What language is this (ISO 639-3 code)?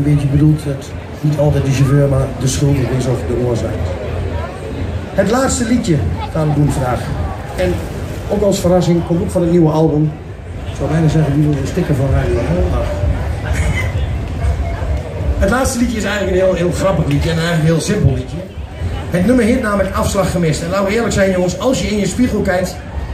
nld